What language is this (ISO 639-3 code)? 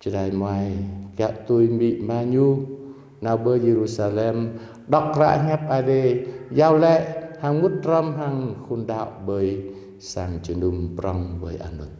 jra